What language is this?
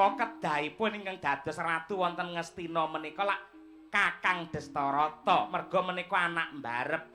Javanese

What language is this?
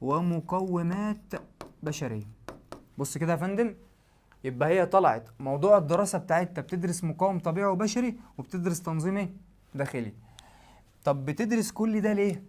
Egyptian Arabic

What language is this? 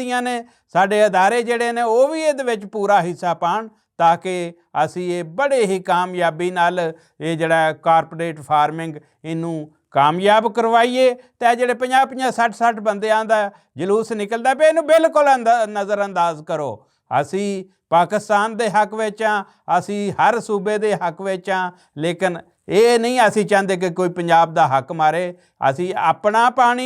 Western Panjabi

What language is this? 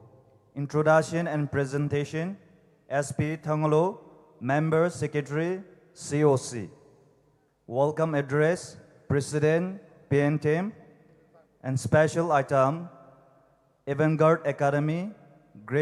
Poumei Naga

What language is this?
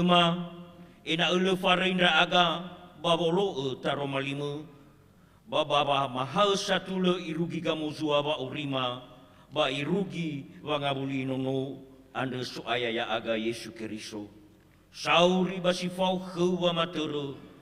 Nias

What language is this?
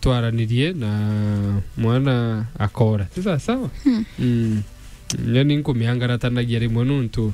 Meru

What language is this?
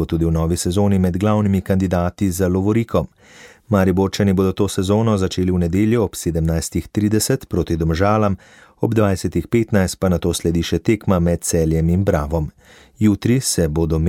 Slovenian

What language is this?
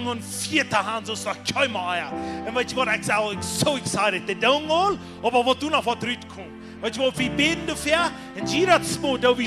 Plautdietsch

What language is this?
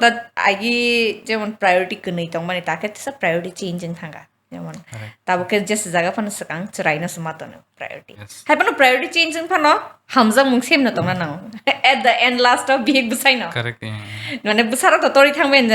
Kok Borok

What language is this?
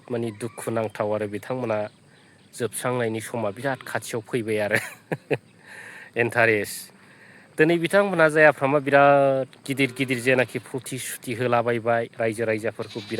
Bodo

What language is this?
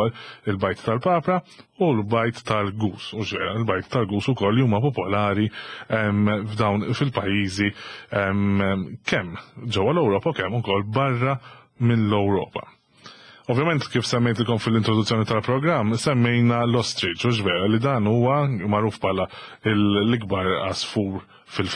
Maltese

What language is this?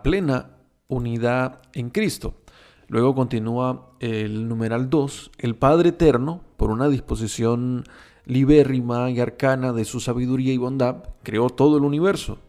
Spanish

